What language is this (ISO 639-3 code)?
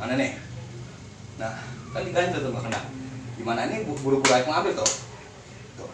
bew